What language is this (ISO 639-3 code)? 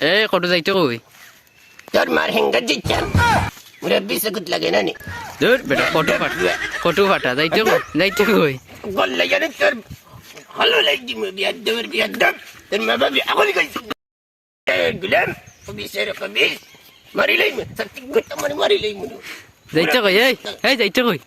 syl